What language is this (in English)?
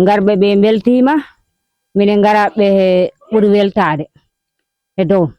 Fula